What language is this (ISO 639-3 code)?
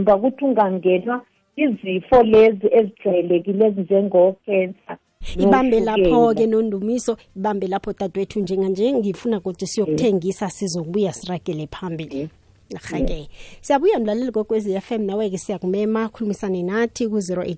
nbl